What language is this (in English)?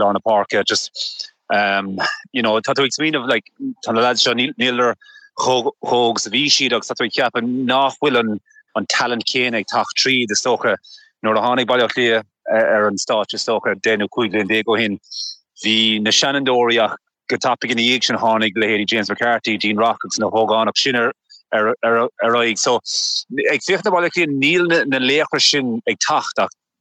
Irish